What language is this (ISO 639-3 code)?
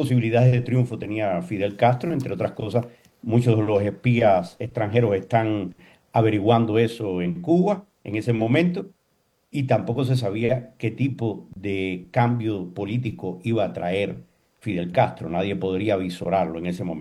spa